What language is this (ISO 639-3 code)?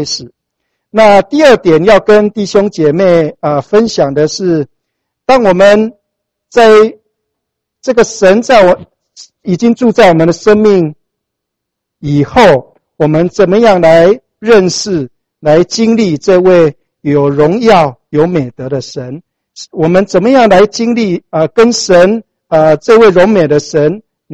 zho